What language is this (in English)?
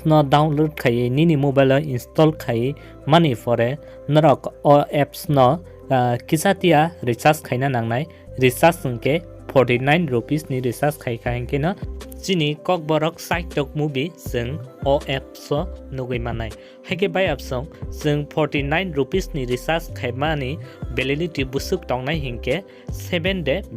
Kok Borok